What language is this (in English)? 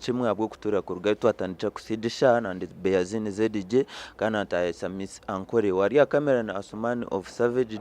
Nyankole